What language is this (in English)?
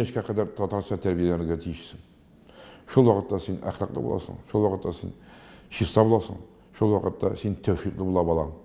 Tatar